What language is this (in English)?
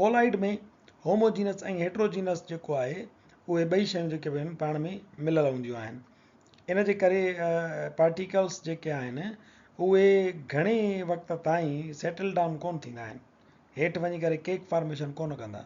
Sindhi